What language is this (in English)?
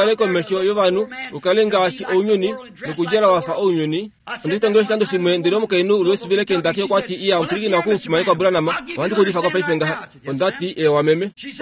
Kuanyama